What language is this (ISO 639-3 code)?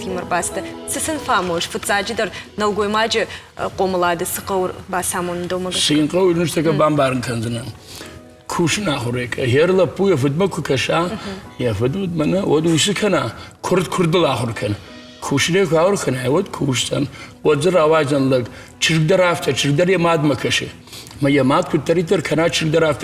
oss